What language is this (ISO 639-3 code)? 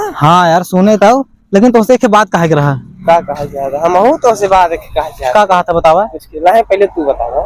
awa